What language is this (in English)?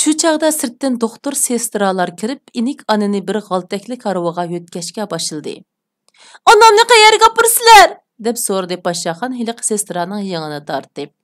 Uyghur